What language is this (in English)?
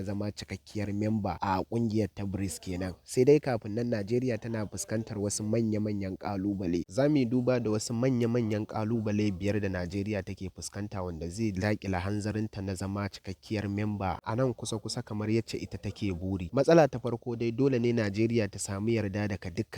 Hausa